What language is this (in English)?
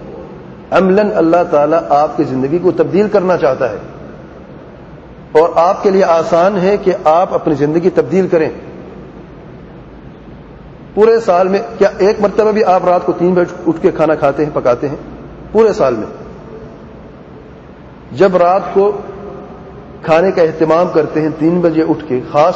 Urdu